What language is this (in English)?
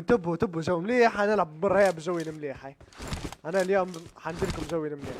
Libyan Arabic